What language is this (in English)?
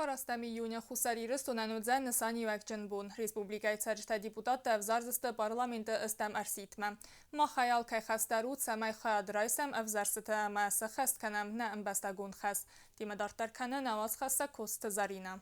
Ossetic